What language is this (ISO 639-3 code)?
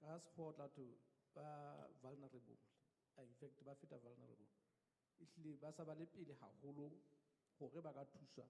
sot